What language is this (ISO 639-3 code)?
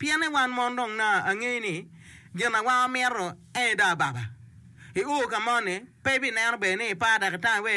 ach